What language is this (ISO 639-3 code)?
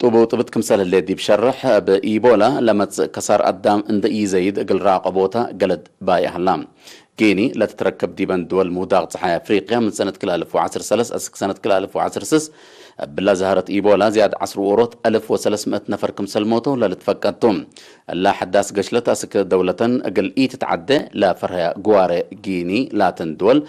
tig